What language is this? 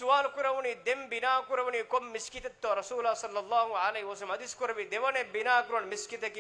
Divehi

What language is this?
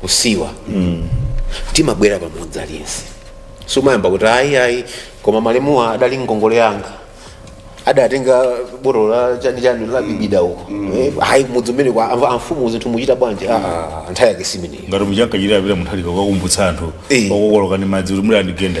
Nyanja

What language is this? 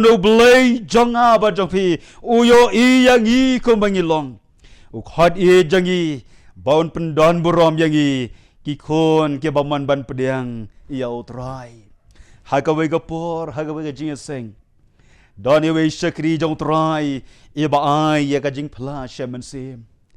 Khasi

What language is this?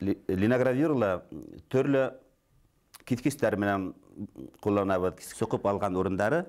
Bashkir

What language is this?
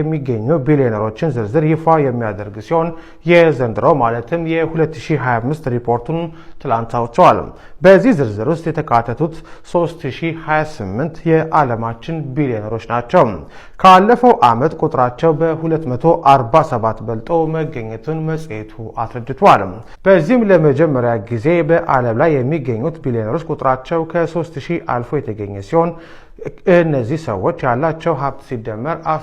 Amharic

